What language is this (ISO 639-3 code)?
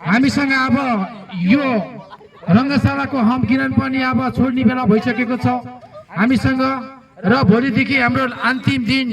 nep